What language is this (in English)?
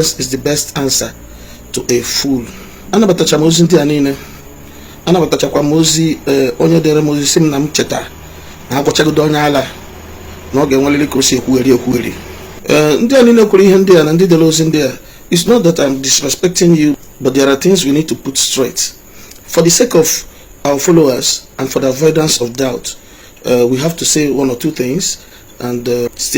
Igbo